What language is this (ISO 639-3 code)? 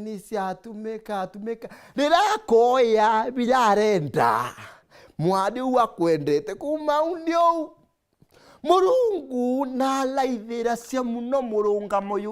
mer